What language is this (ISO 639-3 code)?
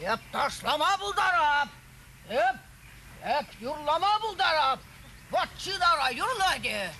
chv